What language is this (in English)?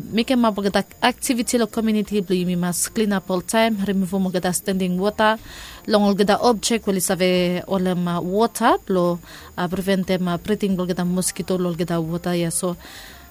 Bislama